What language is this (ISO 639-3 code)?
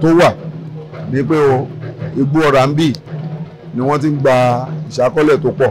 yor